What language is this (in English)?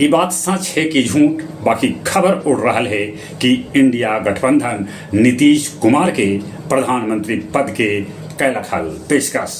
Magahi